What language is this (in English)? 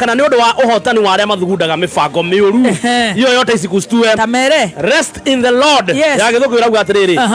Kikuyu